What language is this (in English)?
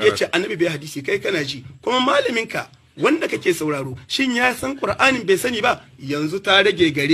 Hausa